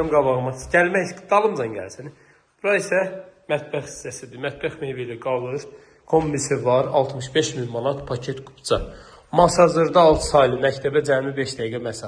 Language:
Azerbaijani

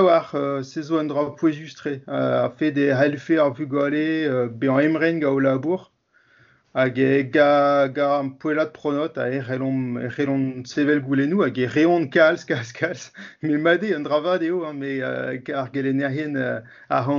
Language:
Breton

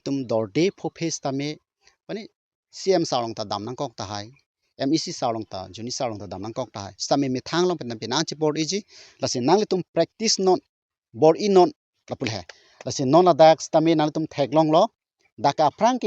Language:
Karbi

